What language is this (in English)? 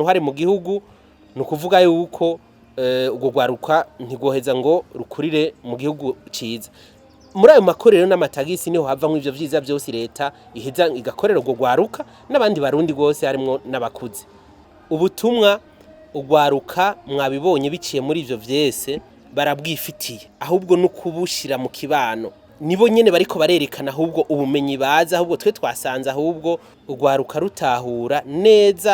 Rundi